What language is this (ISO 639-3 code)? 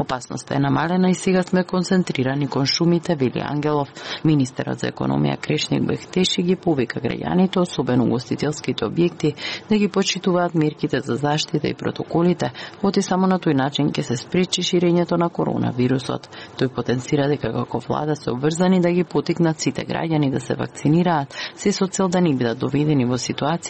mkd